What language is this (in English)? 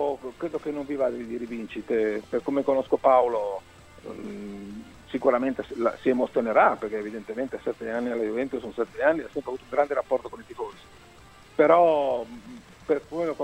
Italian